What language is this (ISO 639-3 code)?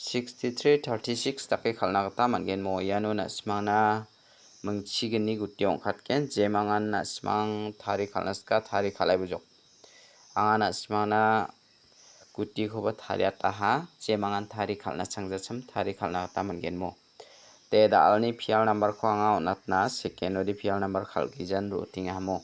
grt